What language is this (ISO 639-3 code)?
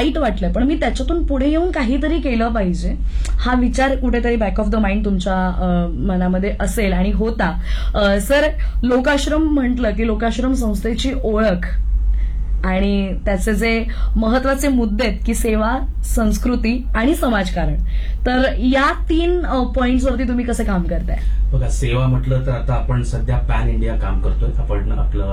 mar